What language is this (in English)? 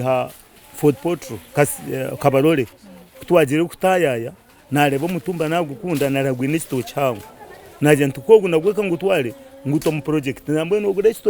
Nyankole